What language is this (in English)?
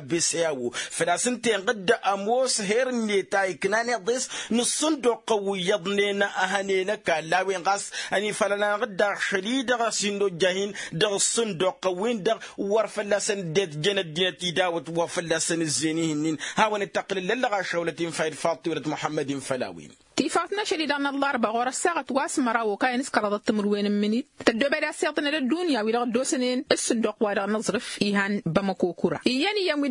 Tamasheq